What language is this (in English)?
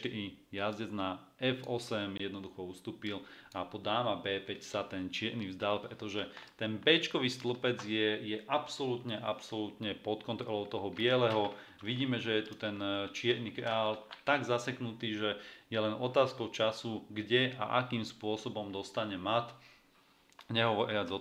Slovak